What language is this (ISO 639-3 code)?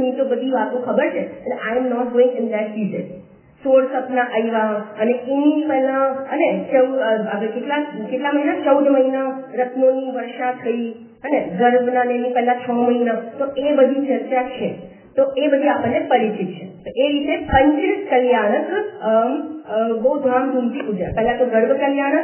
guj